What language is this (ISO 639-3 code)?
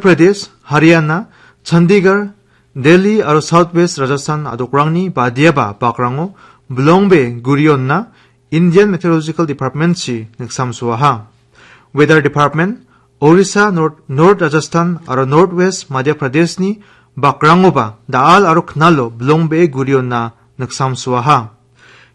grt